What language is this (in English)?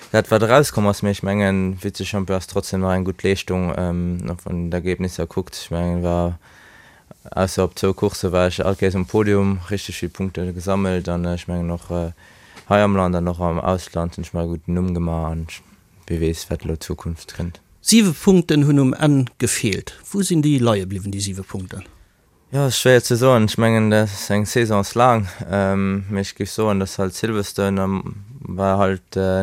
Luxembourgish